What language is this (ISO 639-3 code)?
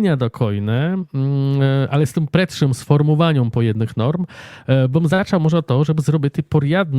rue